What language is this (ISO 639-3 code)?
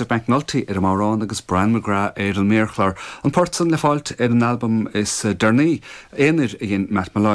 gle